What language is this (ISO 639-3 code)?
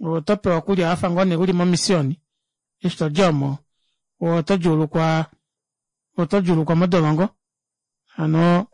kua